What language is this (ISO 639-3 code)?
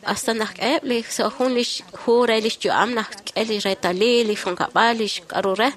kek